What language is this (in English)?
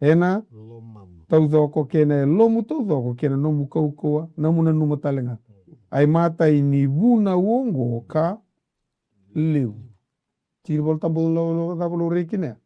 Fijian